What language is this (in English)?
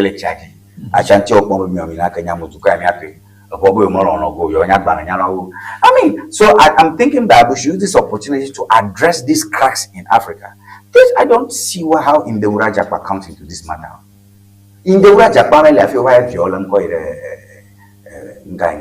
Ewe